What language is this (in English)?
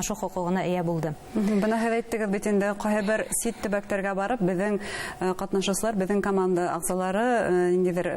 Bashkir